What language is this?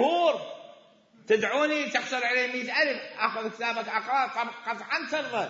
Mesopotamian Arabic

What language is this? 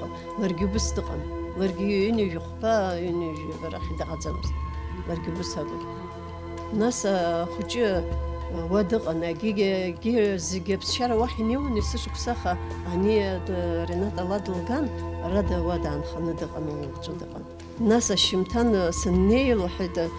Abkhazian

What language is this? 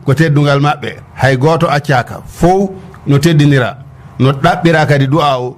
Fula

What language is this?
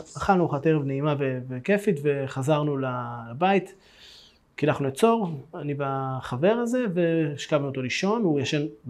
Hebrew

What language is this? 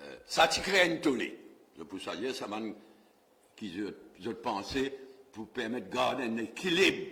Morisyen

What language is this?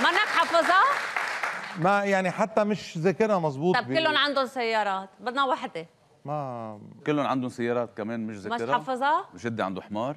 North Levantine Arabic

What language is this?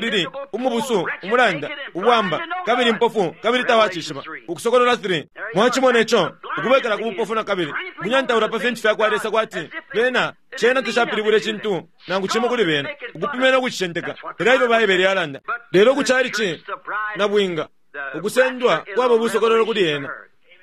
Bemba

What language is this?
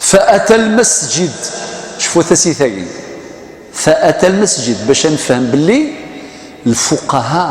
Kabyle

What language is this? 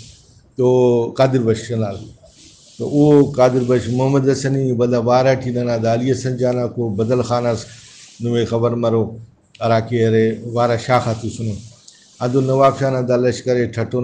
Brahui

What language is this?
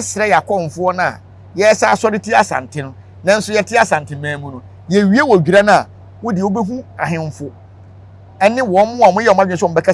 Akan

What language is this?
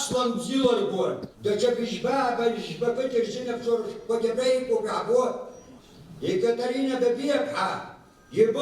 Abkhazian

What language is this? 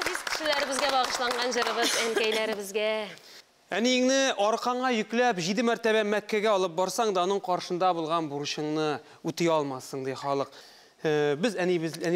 Tatar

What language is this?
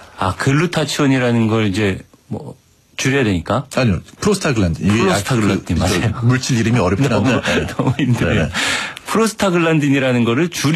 Korean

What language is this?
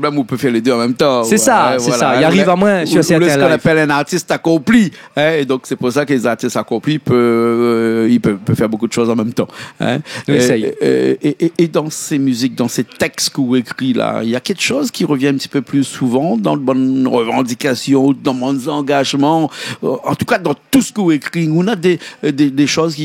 Réunion Creole French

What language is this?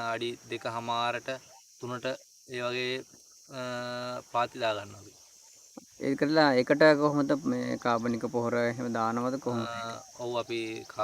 Sinhala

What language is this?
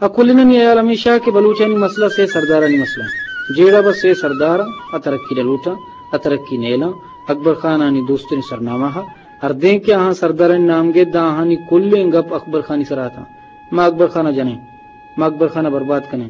Eastern Balochi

